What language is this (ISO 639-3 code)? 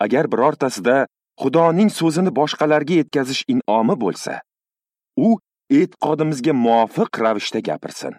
uzb